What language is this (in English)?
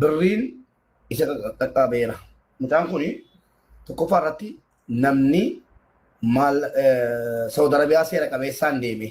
Oromo